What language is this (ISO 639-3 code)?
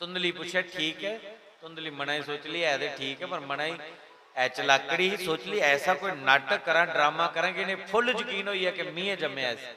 doi